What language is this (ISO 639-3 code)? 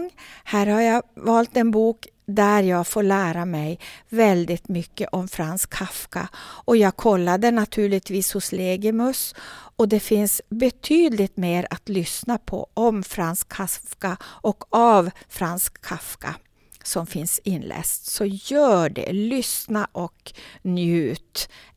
swe